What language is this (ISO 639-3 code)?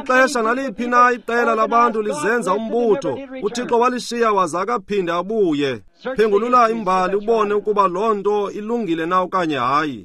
xho